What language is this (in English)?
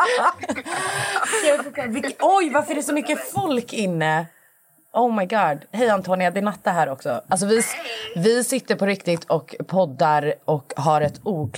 Swedish